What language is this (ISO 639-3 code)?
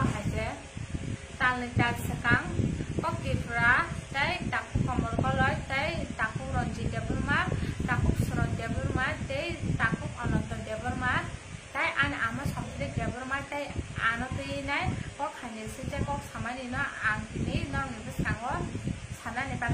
trp